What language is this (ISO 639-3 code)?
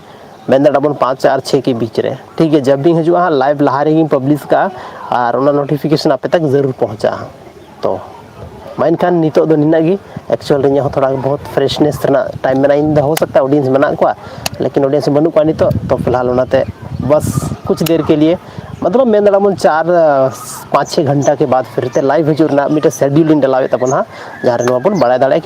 sat